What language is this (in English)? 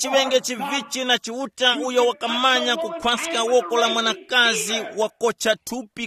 Tumbuka